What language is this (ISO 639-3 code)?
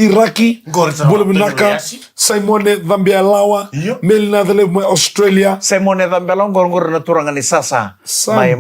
fij